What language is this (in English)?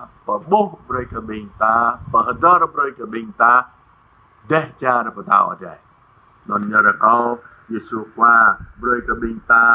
Jarai